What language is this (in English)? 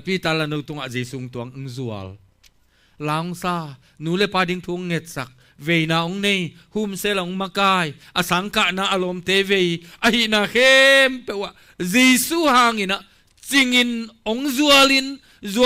Tedim Chin